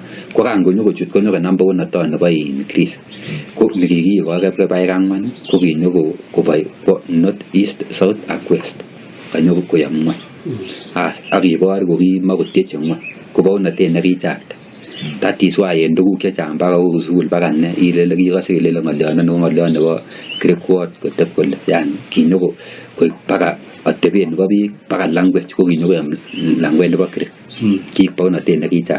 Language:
Kalenjin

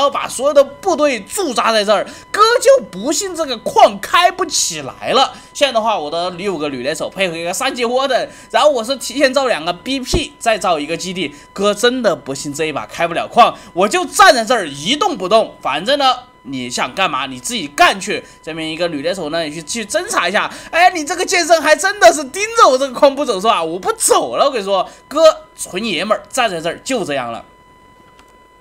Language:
Chinese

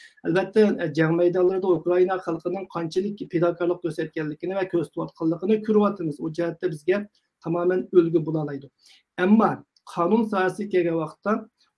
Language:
Uyghur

